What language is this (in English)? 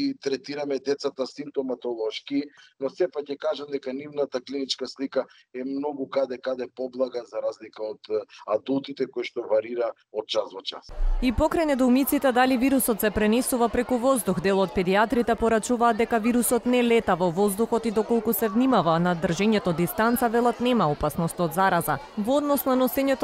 Macedonian